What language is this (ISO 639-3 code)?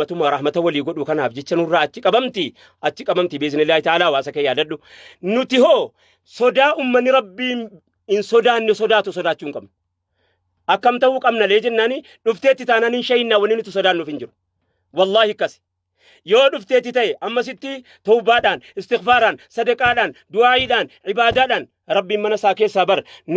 orm